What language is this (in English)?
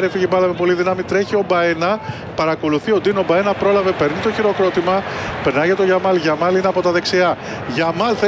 Greek